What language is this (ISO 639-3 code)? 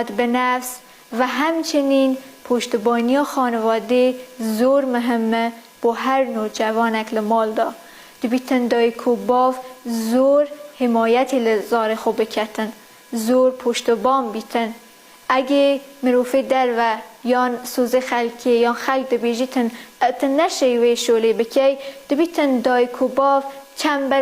kur